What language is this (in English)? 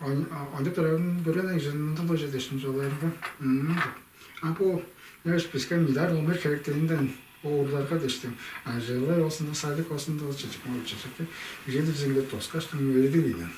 Tuvinian